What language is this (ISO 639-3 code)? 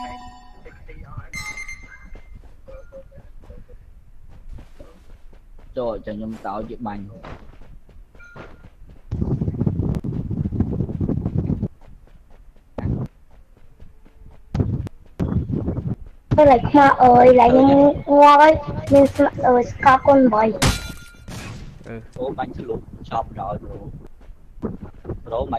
vie